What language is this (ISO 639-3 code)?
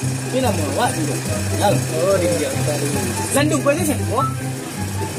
min